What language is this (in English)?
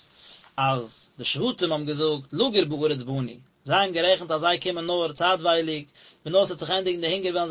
Yiddish